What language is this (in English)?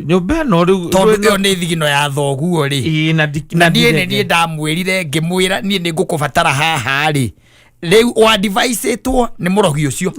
Kikuyu